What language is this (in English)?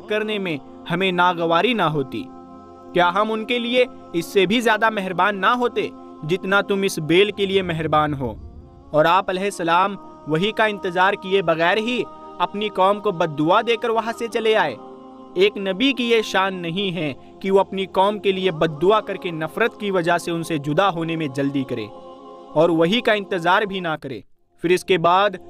Urdu